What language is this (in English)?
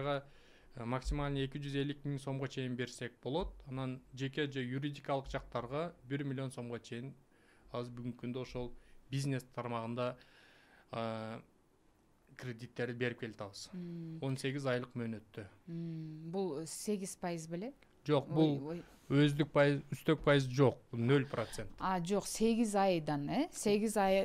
Kyrgyz